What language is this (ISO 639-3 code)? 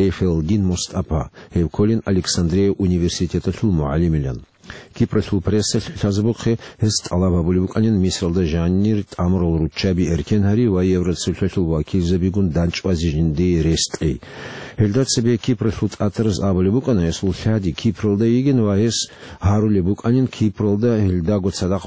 ava